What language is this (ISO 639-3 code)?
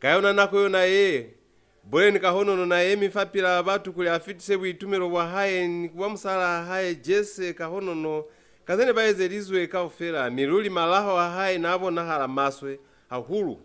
loz